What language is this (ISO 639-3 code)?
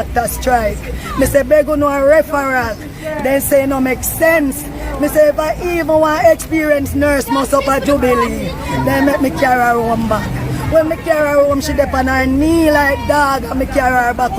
jam